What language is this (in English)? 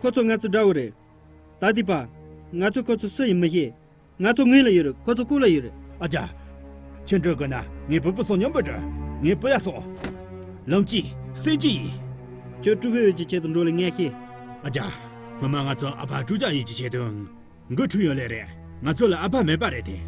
Tibetan